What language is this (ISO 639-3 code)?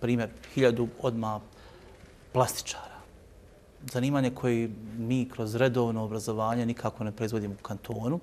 bos